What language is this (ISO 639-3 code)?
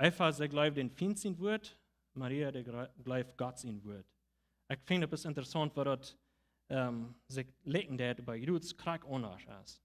pdt